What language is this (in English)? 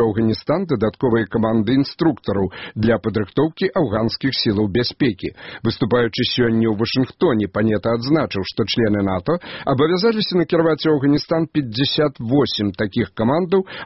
Belarusian